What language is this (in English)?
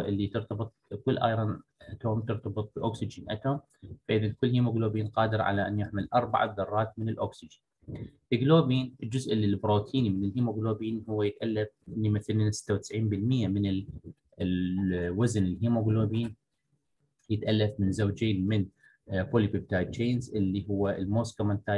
Arabic